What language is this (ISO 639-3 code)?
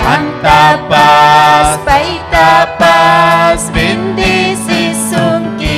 quy